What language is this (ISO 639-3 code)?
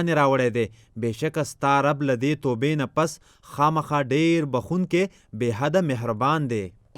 pus